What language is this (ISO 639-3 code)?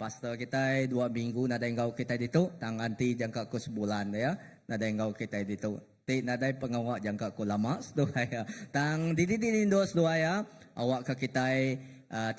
iba